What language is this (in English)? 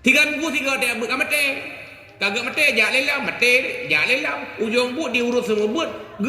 Achinese